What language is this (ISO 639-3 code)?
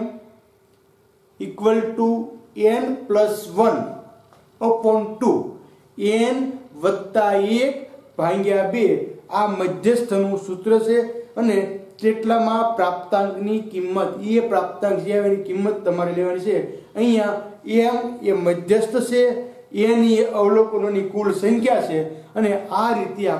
guj